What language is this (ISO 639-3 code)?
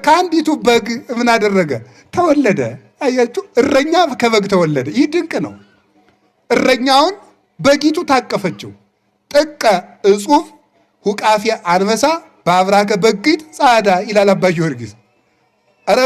amh